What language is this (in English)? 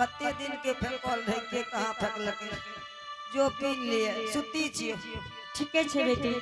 Angika